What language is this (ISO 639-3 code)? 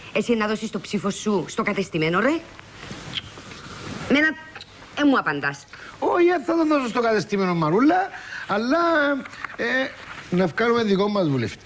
ell